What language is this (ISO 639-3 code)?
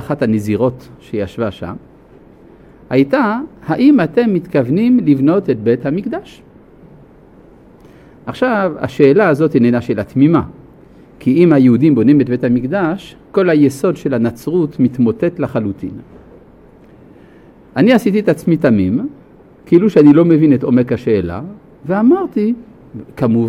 heb